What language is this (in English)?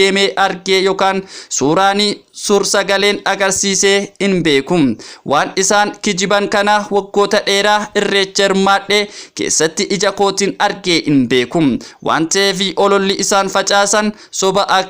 Oromo